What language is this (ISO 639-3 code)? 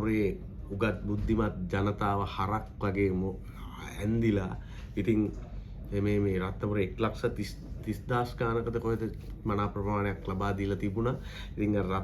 sin